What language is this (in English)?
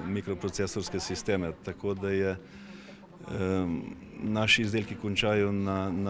Slovenian